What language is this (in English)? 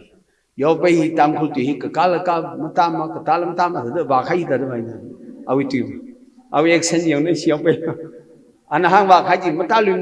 Tangkhul Naga (India)